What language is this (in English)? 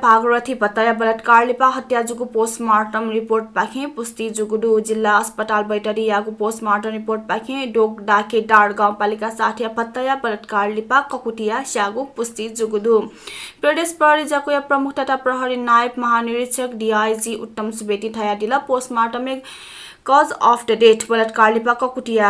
Newari